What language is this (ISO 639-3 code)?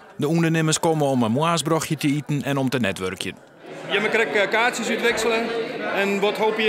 fry